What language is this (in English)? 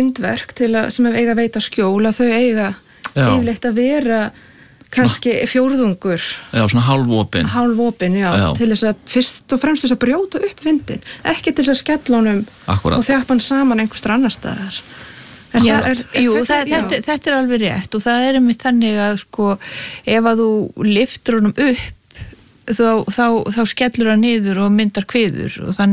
Icelandic